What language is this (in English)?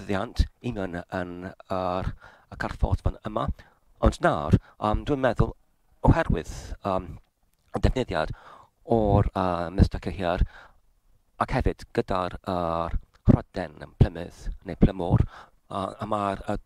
Welsh